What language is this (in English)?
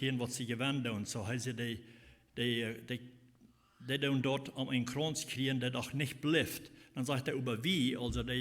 Plautdietsch